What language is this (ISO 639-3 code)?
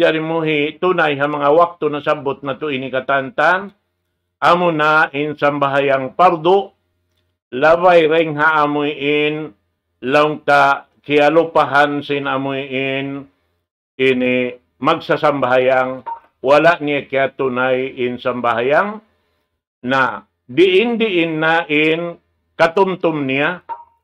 tsg